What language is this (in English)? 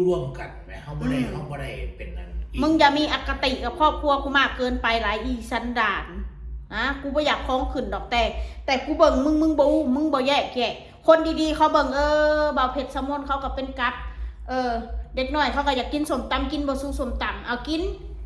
Northeastern Thai